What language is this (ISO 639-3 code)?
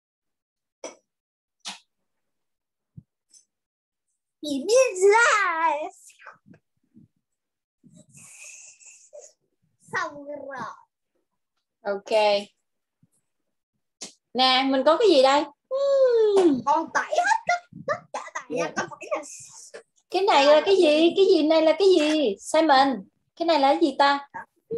vie